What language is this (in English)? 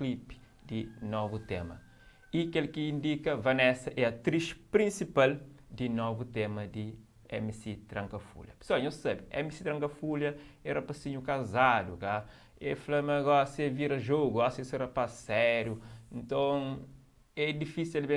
Kabuverdianu